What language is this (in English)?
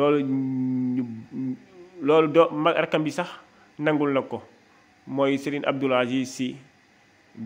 Wolof